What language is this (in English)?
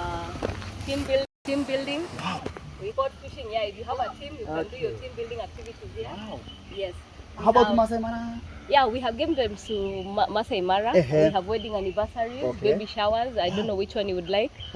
Masai